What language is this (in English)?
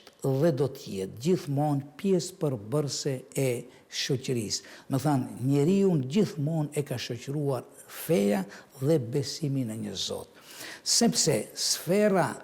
Albanian